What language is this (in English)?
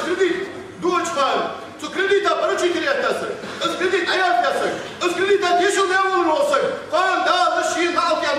Ingush